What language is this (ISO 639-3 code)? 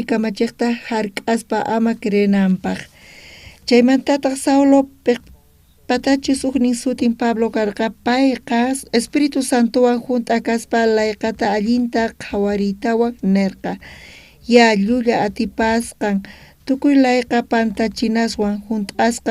quh